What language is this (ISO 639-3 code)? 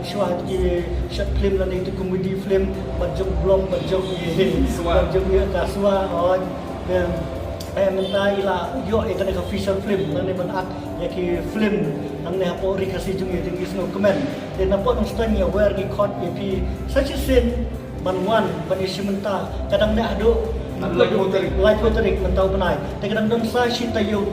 kha